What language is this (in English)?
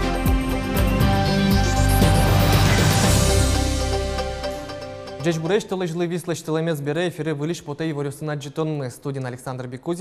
Udmurt